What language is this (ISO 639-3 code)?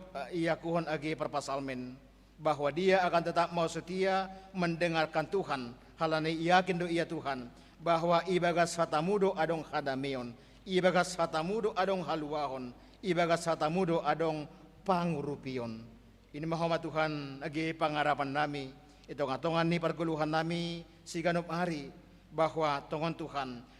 bts